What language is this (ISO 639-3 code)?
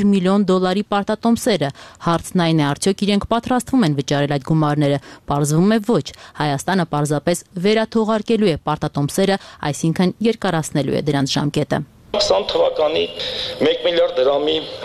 hye